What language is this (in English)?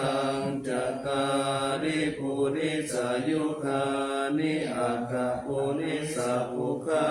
Pali